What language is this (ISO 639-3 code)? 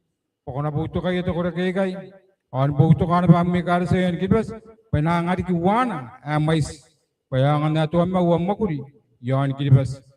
gil